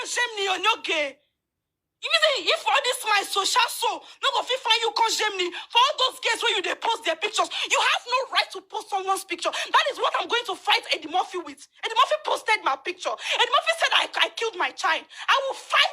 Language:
Nigerian Pidgin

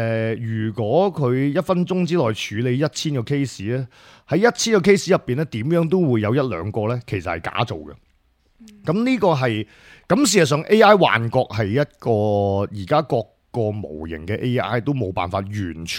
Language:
Cantonese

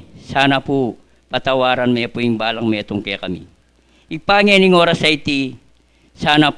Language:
Pampanga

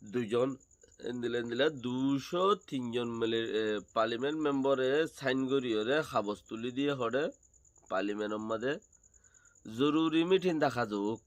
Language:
Rohingya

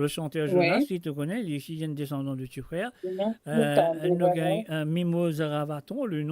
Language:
Morisyen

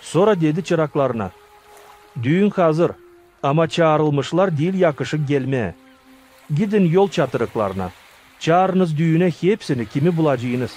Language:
Gagauz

